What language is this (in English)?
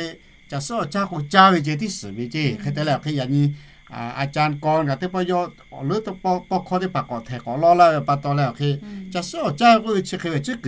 Lahu